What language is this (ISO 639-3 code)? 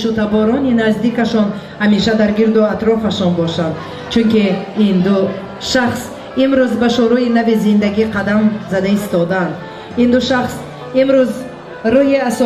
tgk